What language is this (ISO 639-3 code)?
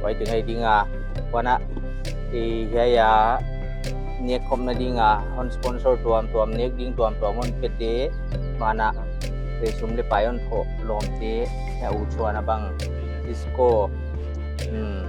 pck